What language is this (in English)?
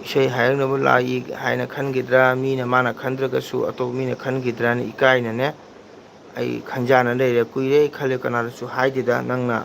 Manipuri